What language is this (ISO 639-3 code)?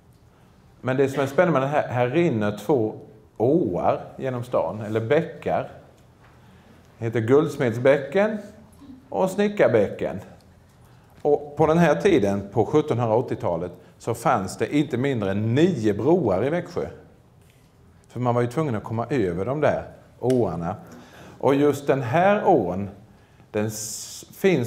swe